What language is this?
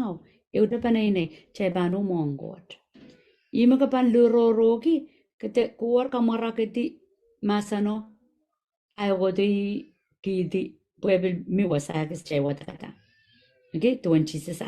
Pohnpeian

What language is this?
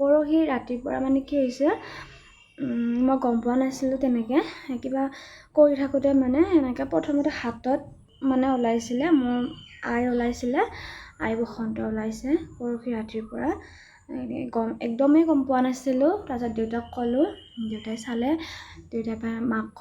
Assamese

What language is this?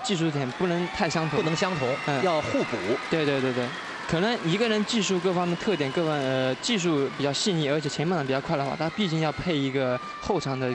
Chinese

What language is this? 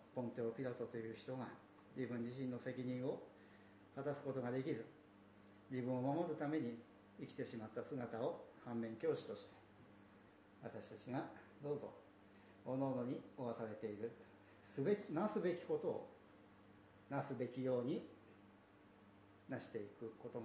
Japanese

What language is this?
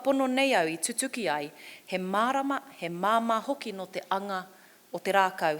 Māori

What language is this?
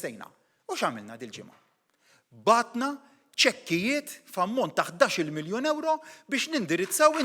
Maltese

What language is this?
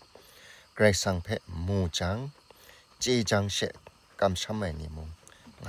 Kachin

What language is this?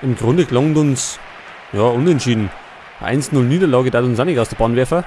Bavarian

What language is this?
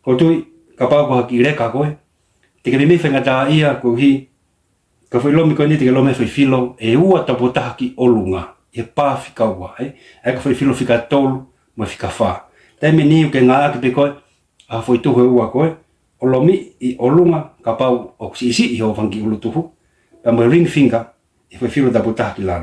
Tongan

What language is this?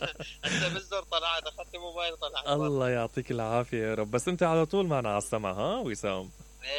Mesopotamian Arabic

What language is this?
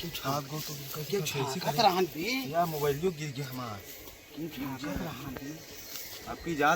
Awadhi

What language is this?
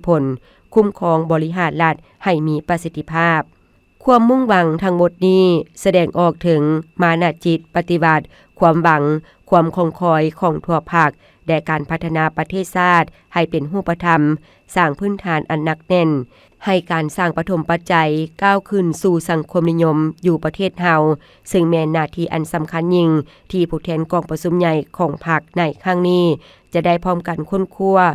Lao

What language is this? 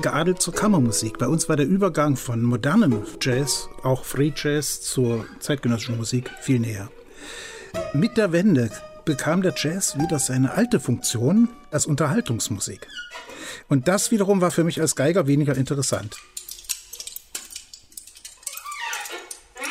German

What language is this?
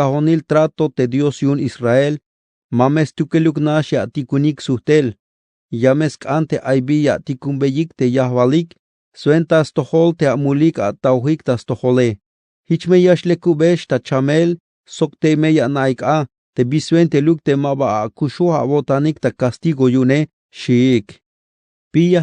Tzeltal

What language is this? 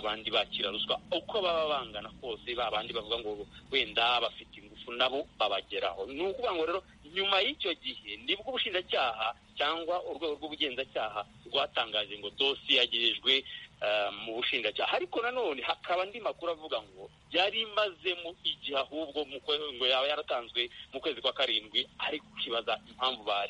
Kinyarwanda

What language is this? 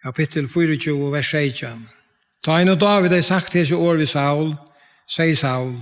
Faroese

